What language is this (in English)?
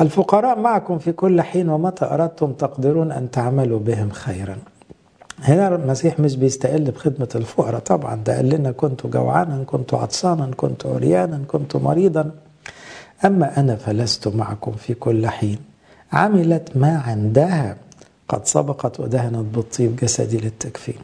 Egyptian Arabic